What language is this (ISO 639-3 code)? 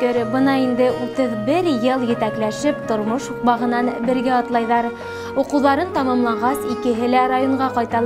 bak